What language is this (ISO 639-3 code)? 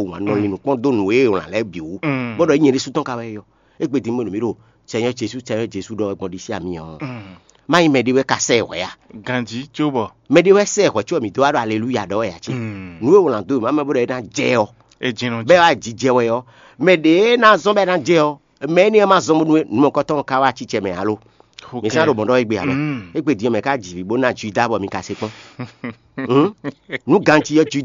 fon